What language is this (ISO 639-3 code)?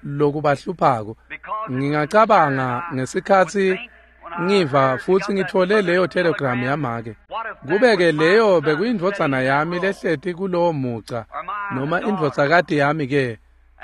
ssw